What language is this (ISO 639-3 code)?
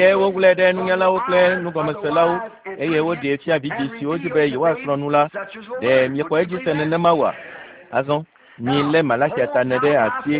ewe